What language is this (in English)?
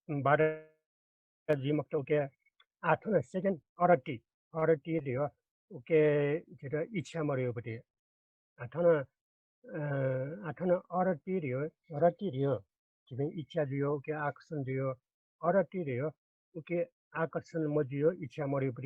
Newari